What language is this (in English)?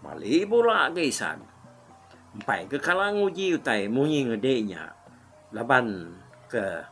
Iban